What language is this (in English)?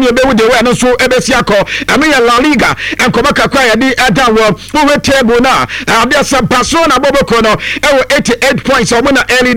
Akan